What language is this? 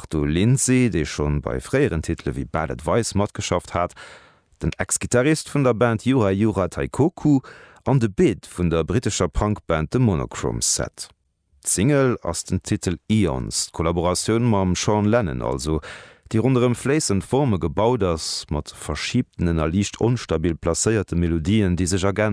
Luxembourgish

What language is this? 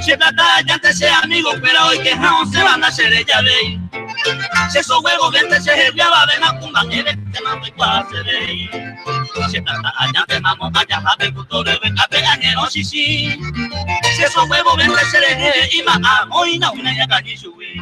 Guarani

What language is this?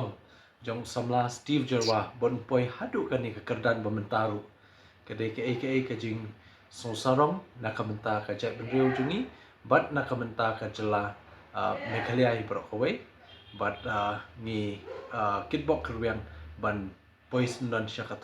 Khasi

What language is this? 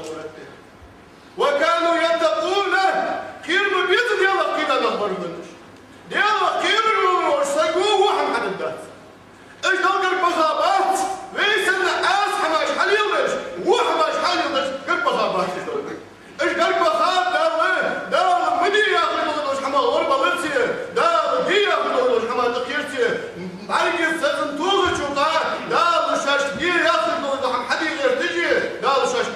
Ingush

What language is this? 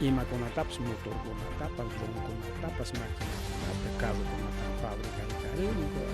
Ayacucho Quechua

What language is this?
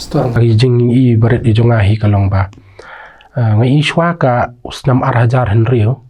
Khasi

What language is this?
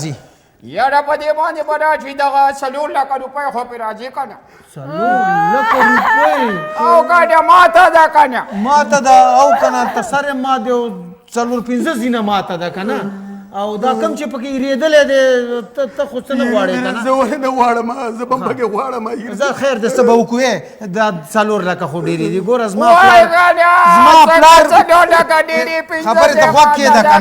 Pashto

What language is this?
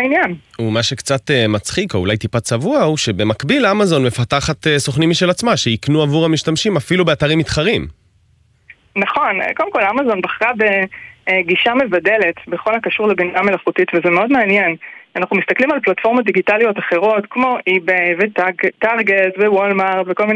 Hebrew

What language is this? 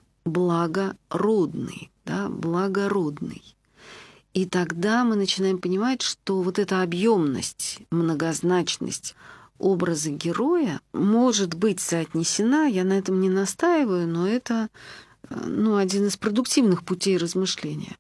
Russian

